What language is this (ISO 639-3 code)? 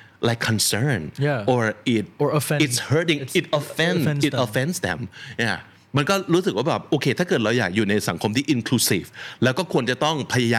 tha